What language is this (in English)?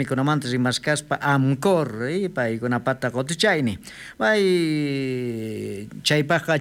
South Bolivian Quechua